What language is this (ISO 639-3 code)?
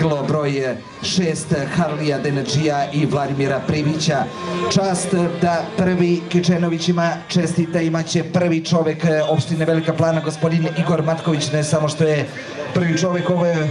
srp